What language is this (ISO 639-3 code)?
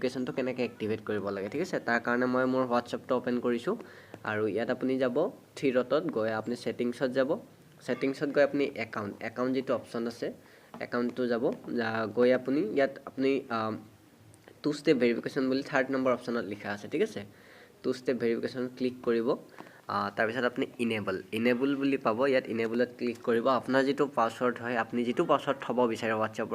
asm